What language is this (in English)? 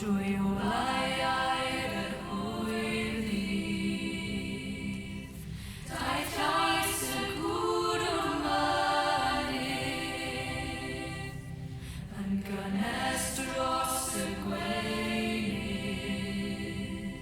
Welsh